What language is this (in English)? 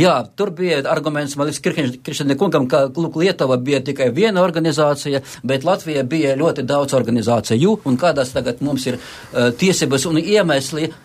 Latvian